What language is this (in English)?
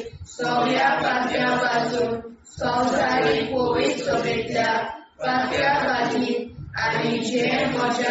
Konkani